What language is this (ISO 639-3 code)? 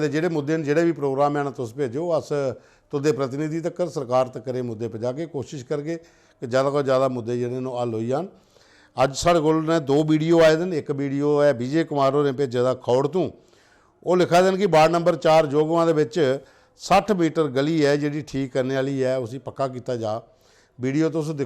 doi